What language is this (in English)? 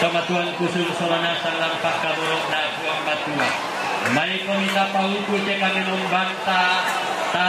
Toraja-Sa'dan